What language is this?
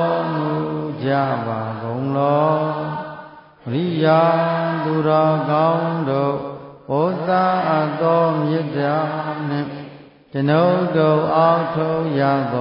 Burmese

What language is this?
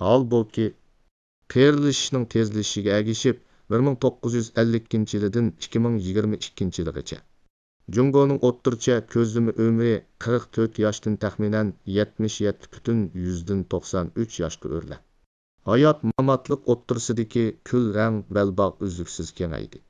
Uyghur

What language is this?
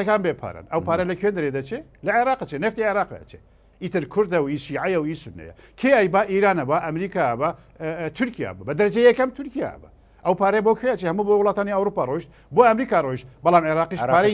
Central Kurdish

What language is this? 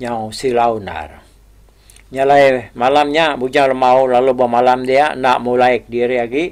Iban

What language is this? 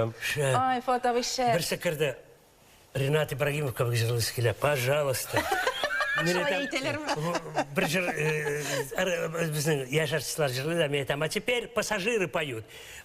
Tatar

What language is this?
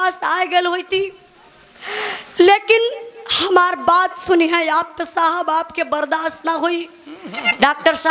Bhojpuri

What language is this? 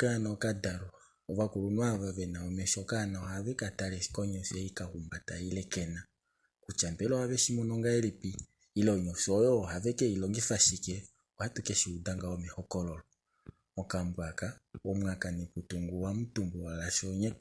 Kuanyama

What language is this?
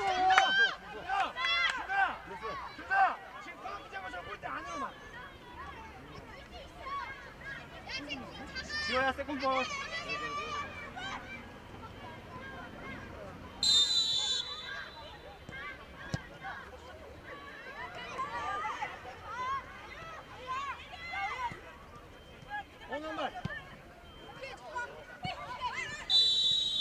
Korean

